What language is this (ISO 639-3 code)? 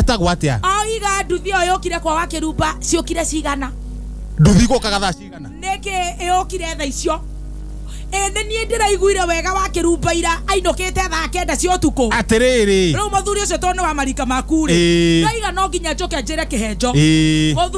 kik